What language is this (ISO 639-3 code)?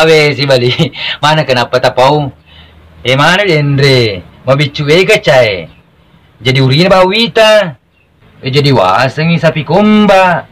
bug